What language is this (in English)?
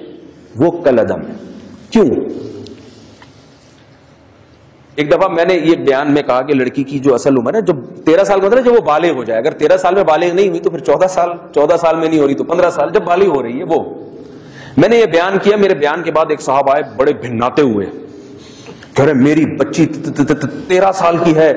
Urdu